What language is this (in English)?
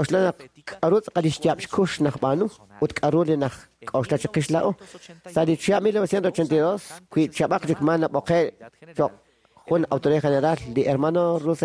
Kekchí